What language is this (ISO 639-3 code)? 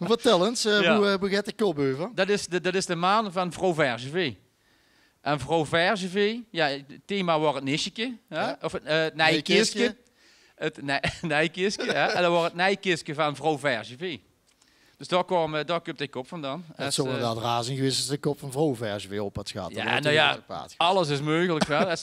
lim